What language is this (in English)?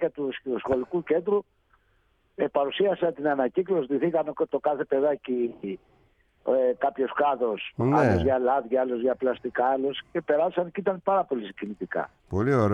Greek